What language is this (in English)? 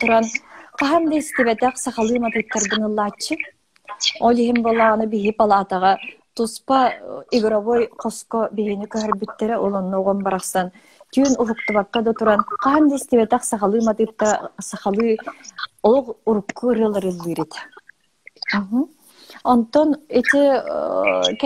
Yakut